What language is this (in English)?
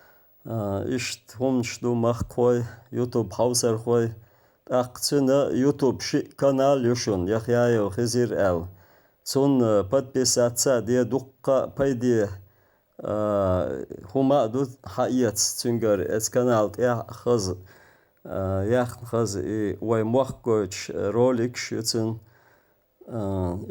Chechen